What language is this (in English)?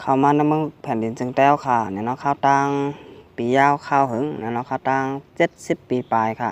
Shan